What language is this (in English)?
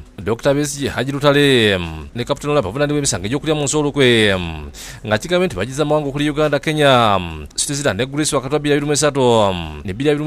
Ganda